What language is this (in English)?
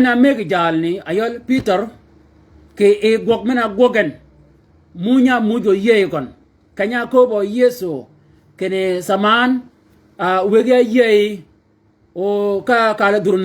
Shilluk